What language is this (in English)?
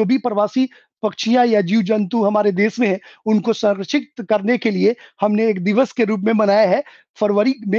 Hindi